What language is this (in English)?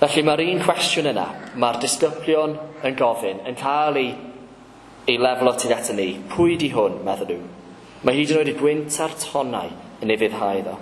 Welsh